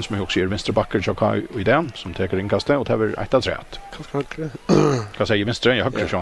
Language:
Faroese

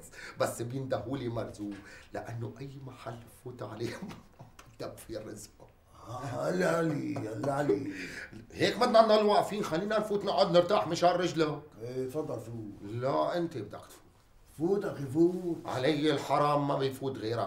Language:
North Levantine Arabic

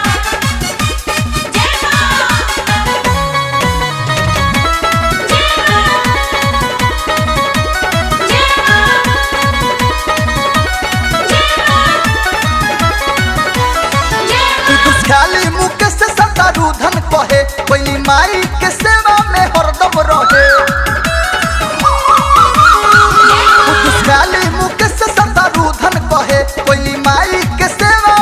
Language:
Bhojpuri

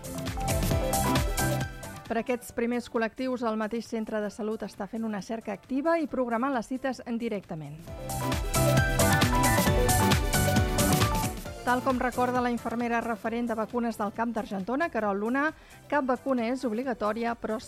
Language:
Catalan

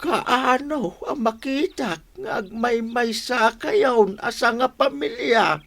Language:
Iloko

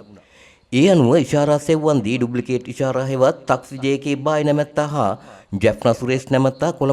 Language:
Sinhala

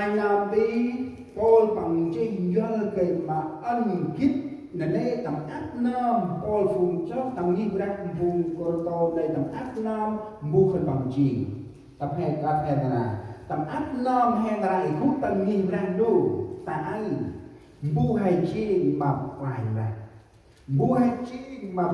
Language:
Central Mnong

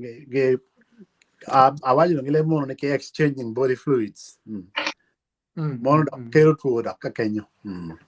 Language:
Acoli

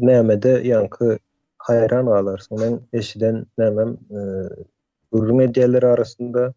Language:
Turkmen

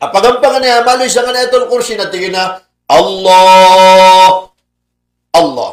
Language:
Maranao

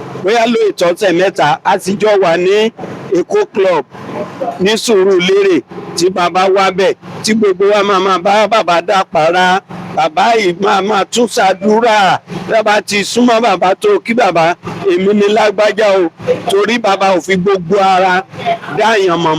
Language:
Yoruba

